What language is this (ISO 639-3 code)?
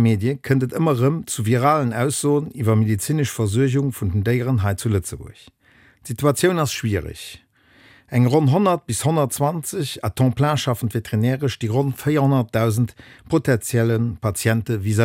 ltz